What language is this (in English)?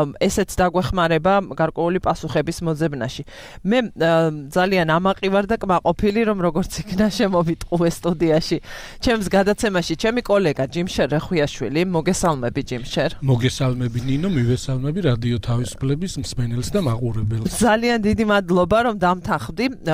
Georgian